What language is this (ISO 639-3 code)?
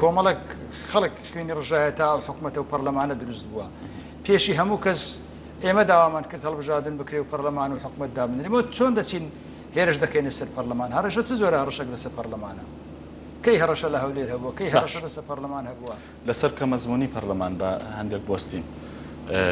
ckb